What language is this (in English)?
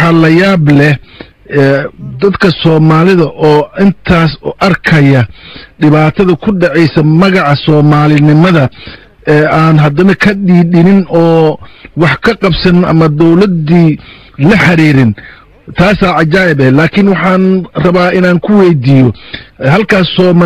Somali